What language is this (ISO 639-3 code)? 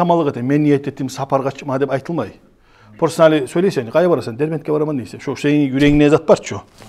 kum